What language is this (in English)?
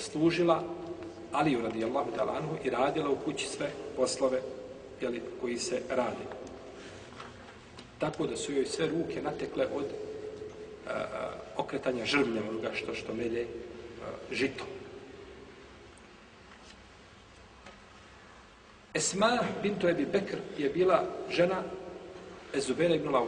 Bosnian